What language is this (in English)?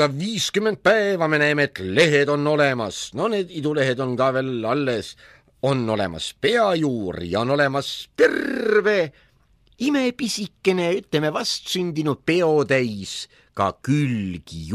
Estonian